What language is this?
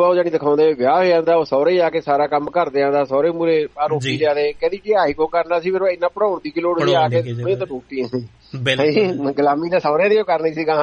Punjabi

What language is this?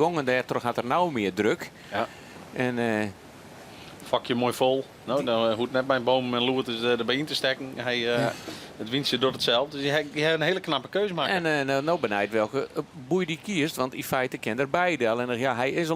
Western Frisian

